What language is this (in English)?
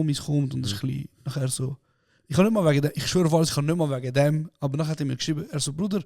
Swiss German